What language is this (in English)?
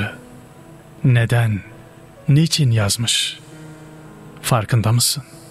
Turkish